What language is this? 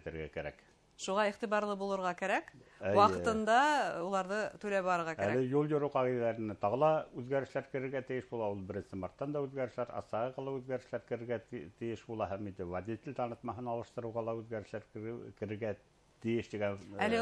Bashkir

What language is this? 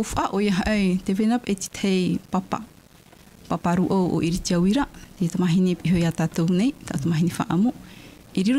Tahitian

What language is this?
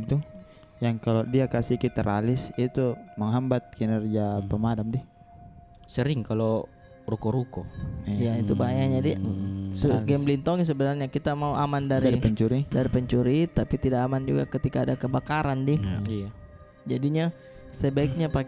Makassar Malay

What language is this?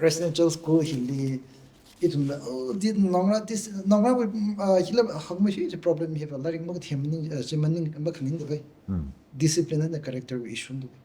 Tangkhul Naga (India)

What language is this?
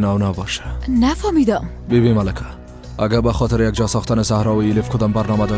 Persian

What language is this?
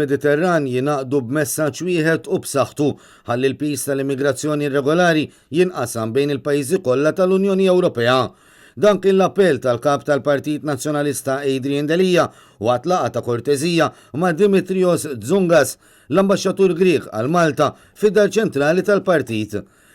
Maltese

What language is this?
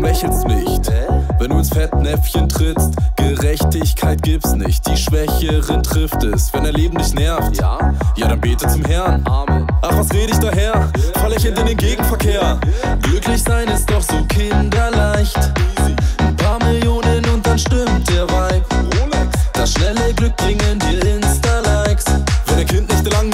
German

